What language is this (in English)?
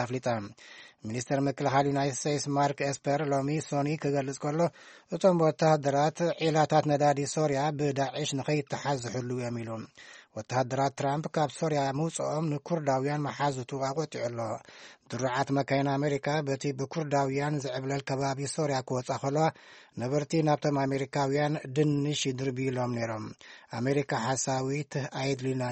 Tigrinya